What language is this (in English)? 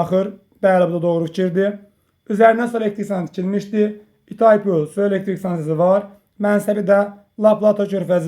Azerbaijani